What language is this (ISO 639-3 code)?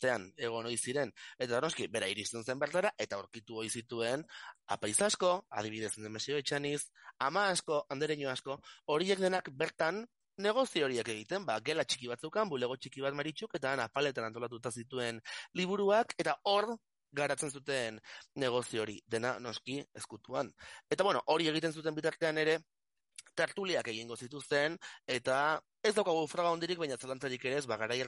eus